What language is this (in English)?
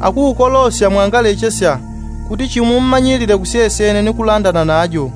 Yao